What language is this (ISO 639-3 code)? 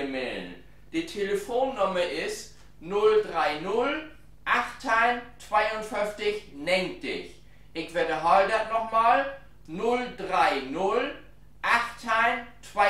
nds